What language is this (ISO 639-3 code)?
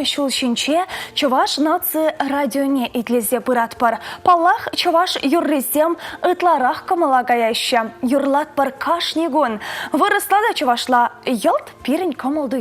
chv